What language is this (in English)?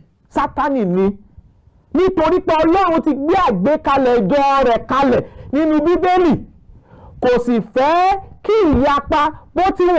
Yoruba